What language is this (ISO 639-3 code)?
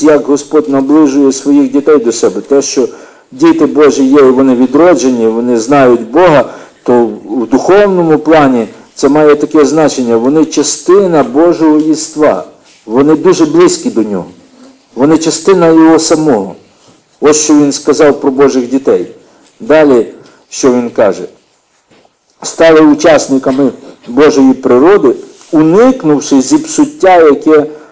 ukr